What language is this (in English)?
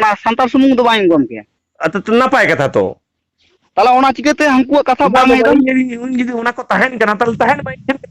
Santali